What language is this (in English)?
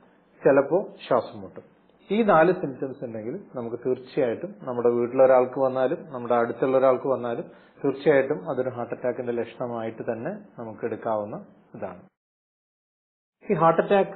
Malayalam